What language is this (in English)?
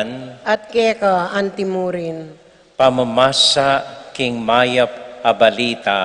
Pampanga